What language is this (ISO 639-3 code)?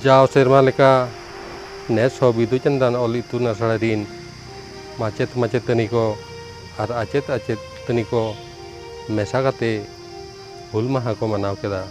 sat